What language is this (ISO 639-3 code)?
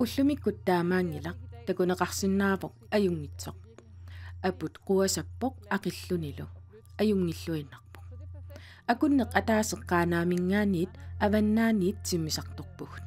kal